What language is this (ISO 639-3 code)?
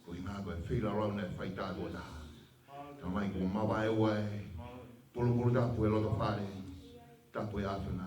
ton